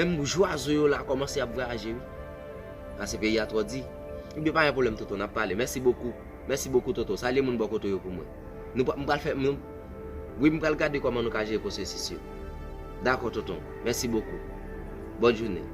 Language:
Haitian Creole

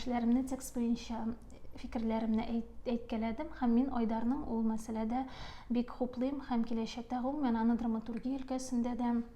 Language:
Tatar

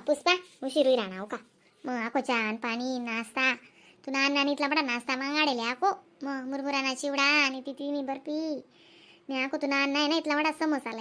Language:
Khandesi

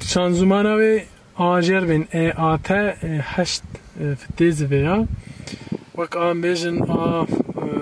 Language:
Kurdish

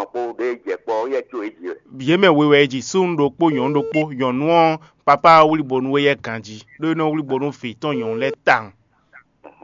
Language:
Fon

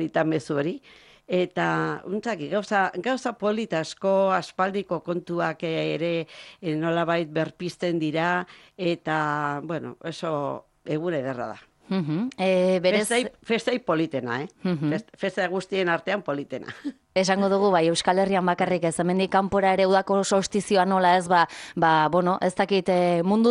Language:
Basque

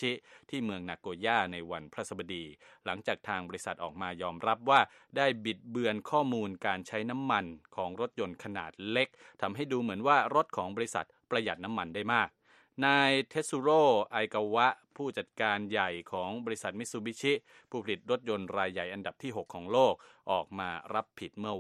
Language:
Thai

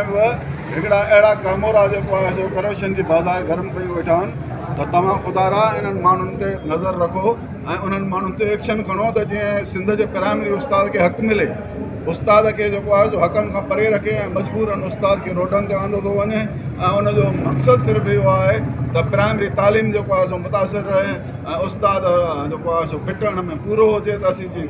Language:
Sindhi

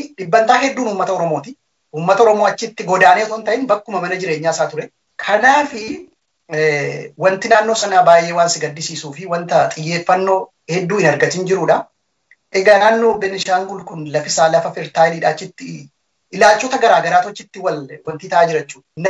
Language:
Oromo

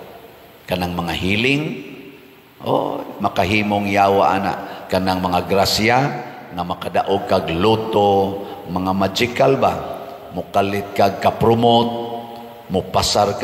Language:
Cebuano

